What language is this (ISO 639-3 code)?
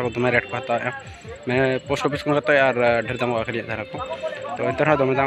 sat